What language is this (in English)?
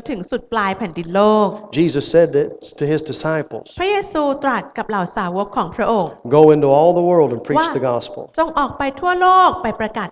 Thai